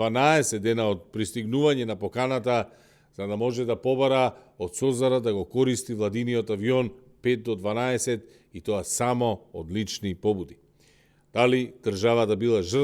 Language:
Macedonian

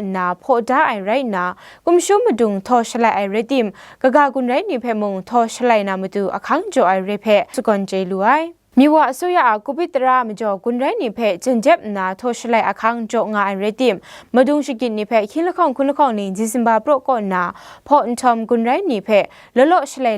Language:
Kachin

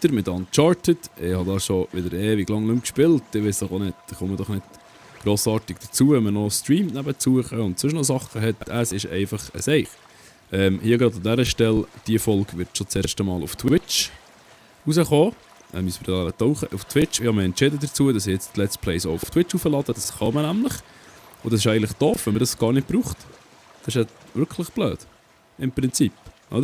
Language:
Swiss German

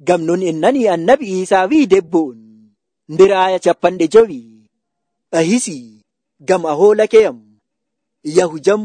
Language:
Nigerian Fulfulde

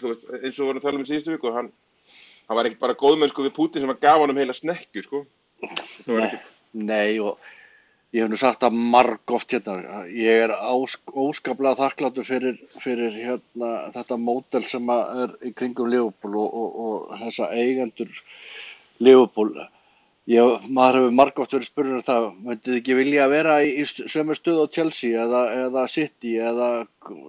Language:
Icelandic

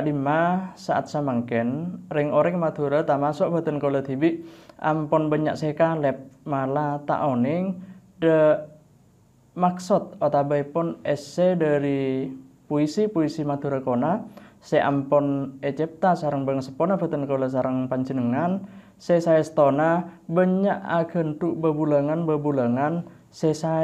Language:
Madurese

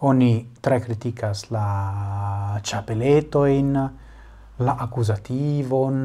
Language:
Esperanto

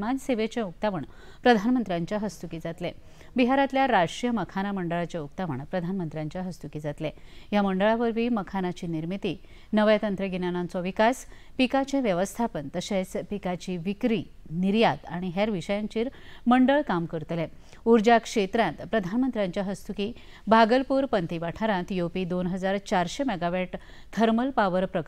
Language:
Konkani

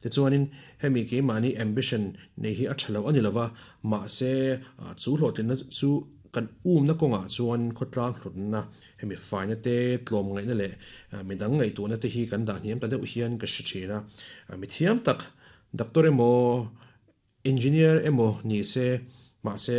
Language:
Mizo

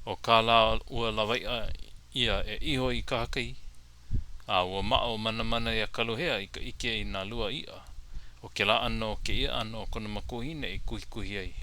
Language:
Hawaiian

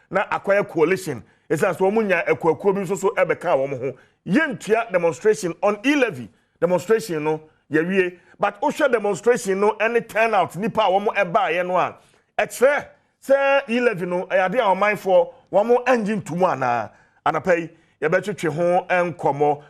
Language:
Akan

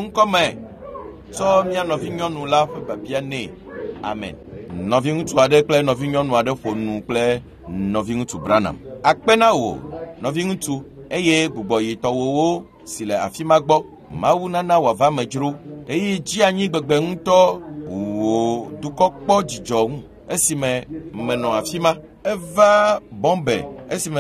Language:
Ewe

